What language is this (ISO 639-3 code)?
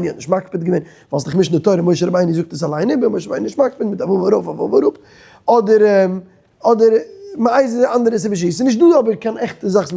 yid